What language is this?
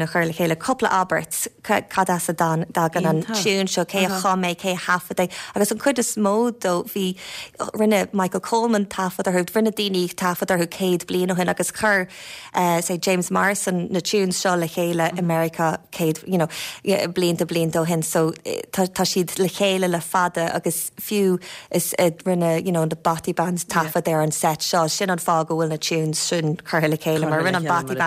Irish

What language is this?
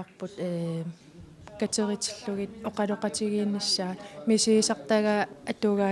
Kalaallisut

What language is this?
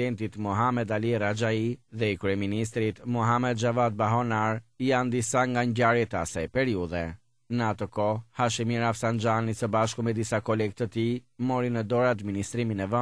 Albanian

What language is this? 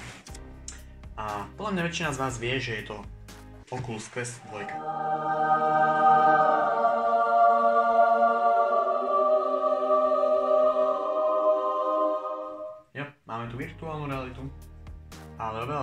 Slovak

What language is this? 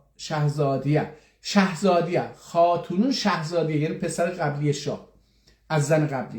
South Azerbaijani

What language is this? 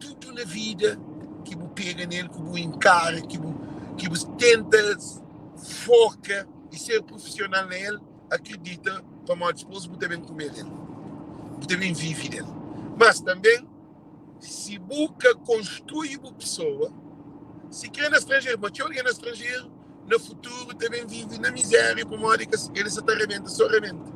Kabuverdianu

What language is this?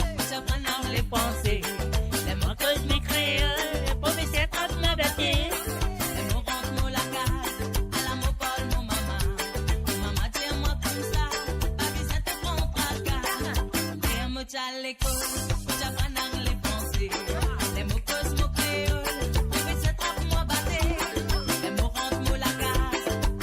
Morisyen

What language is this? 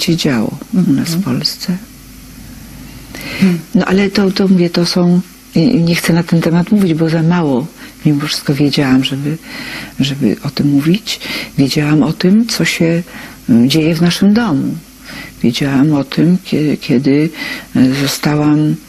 Polish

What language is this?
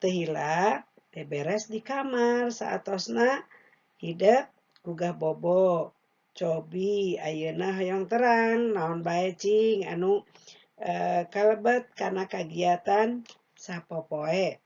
Sundanese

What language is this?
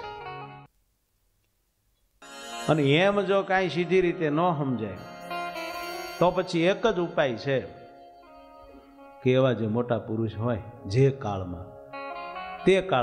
Gujarati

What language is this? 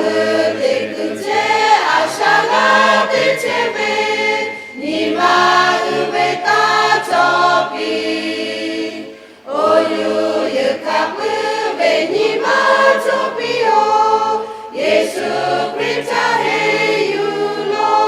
Lahu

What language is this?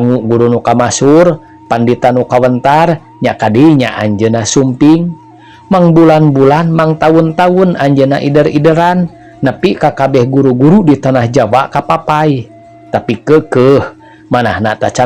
Sundanese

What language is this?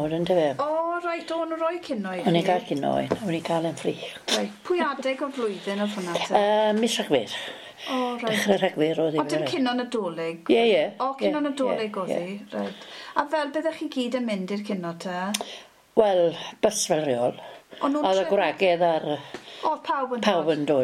Welsh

